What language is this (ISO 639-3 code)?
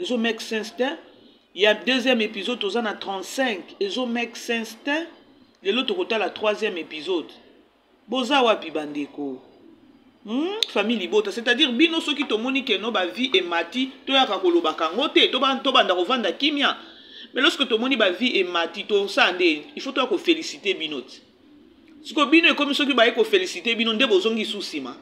lin